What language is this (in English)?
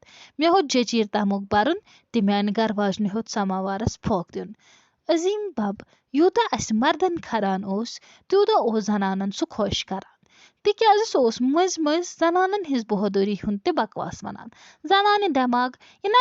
Kashmiri